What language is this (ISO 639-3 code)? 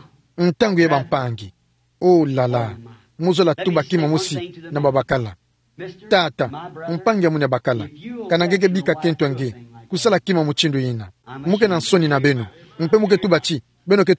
ktu